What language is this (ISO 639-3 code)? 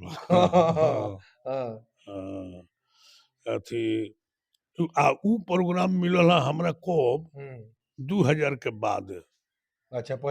bho